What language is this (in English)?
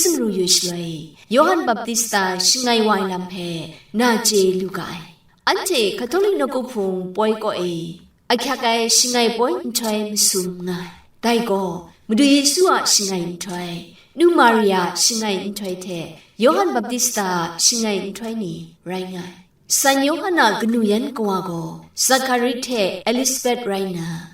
Kachin